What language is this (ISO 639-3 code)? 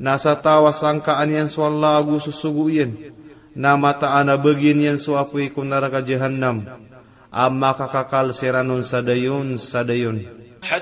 mrw